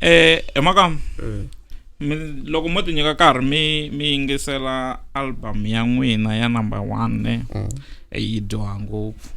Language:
Tsonga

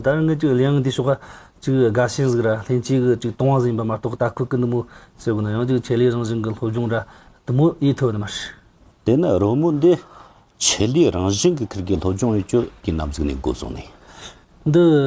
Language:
Amdo Tibetan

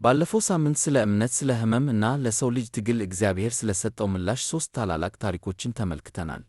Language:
Amharic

